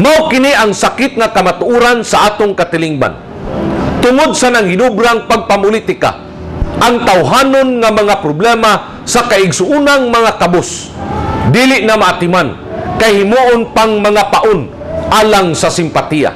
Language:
Cebuano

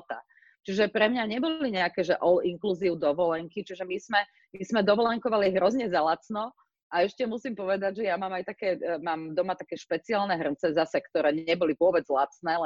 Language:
Slovak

